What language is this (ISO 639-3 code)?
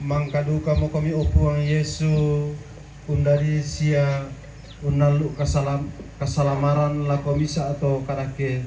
sda